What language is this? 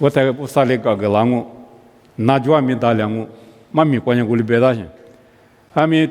Lisu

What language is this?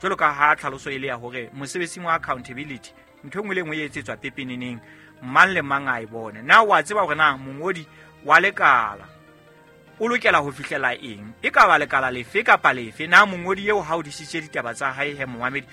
Southern Sotho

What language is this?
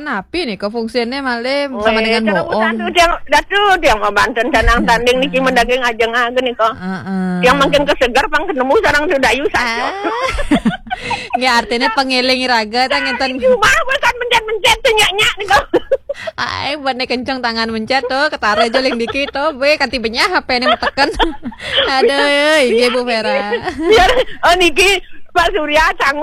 Balinese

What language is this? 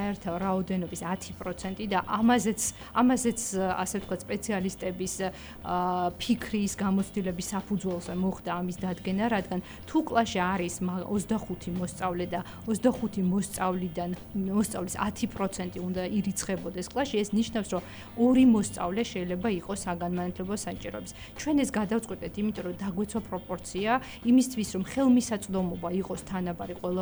Georgian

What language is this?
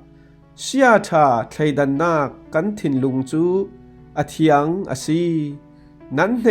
Falam Chin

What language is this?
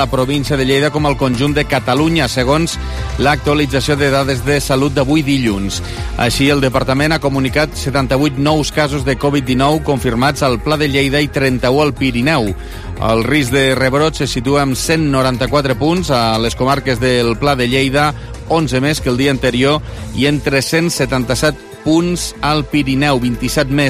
Catalan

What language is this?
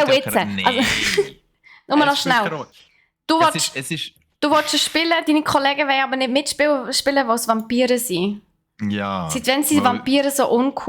Swiss German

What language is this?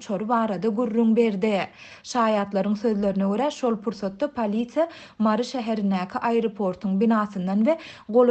Turkmen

